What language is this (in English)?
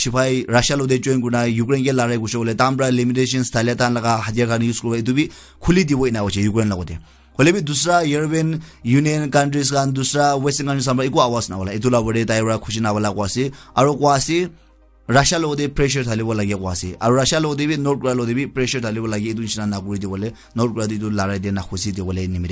Naga Pidgin